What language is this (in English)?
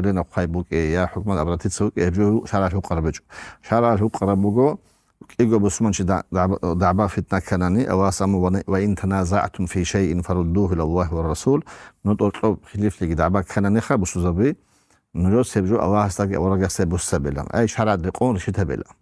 Avaric